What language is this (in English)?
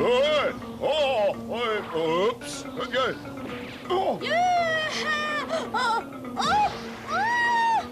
Faroese